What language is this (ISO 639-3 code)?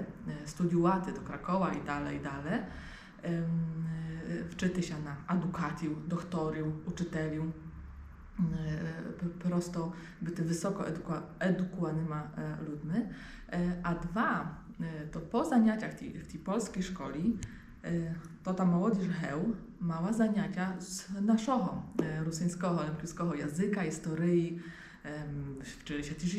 rue